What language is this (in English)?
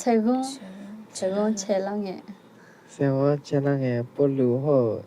Akha